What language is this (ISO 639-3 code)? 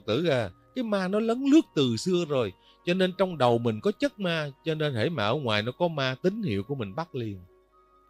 vie